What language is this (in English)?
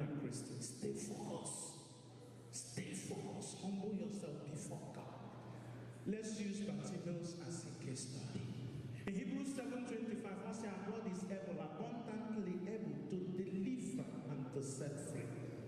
Igbo